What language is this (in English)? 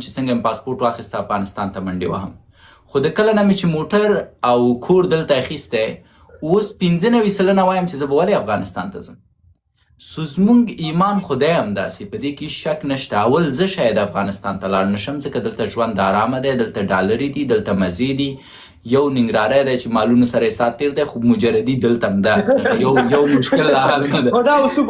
Pashto